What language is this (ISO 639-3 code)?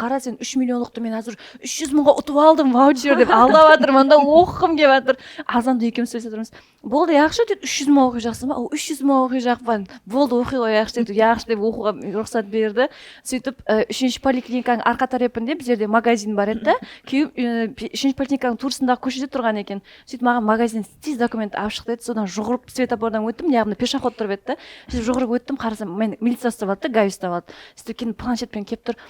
kaa